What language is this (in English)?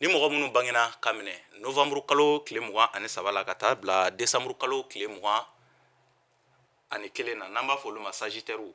Bambara